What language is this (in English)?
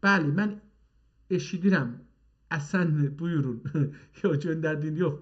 South Azerbaijani